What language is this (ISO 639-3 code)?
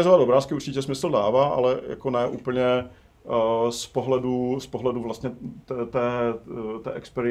ces